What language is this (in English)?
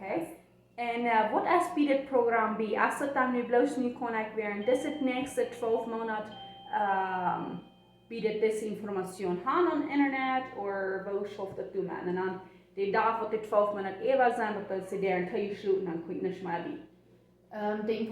Plautdietsch